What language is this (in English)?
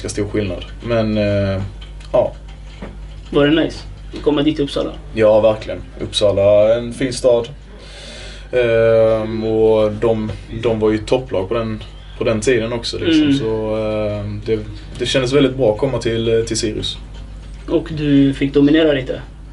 Swedish